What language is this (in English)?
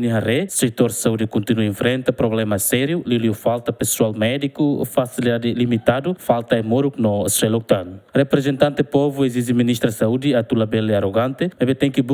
Tetum